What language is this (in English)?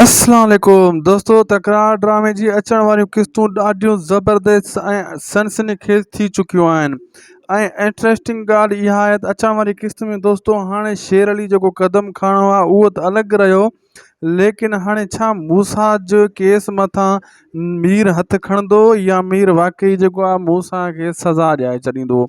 Sindhi